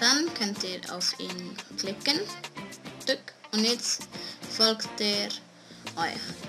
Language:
Swiss German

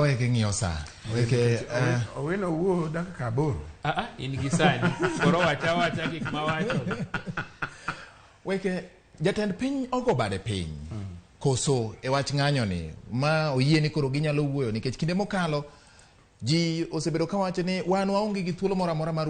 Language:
Luo (Kenya and Tanzania)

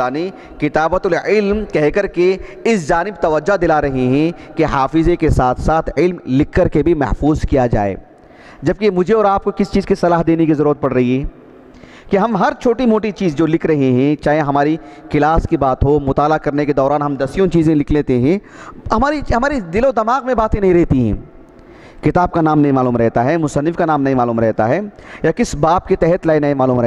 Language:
Urdu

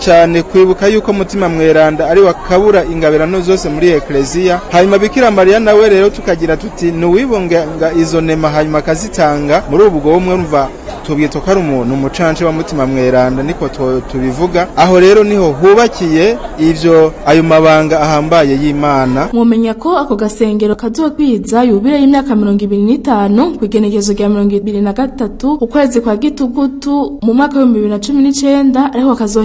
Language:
Rundi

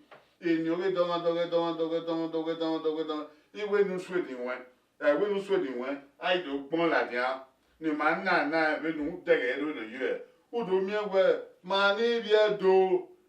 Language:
Bini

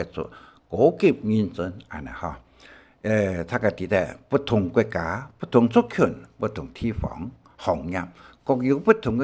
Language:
Hakka Chinese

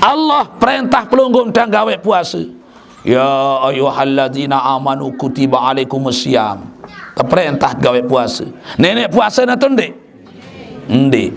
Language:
Sasak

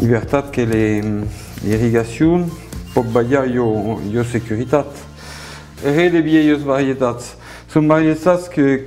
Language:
Occitan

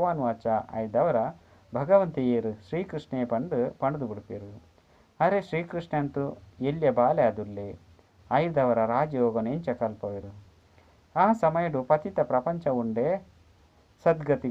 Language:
Tulu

